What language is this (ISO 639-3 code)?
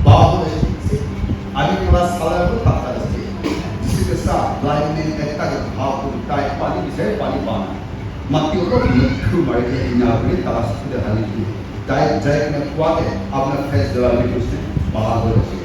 nri